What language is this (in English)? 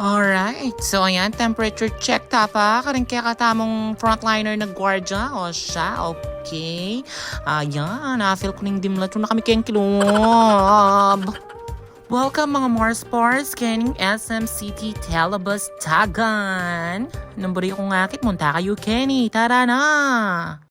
Pampanga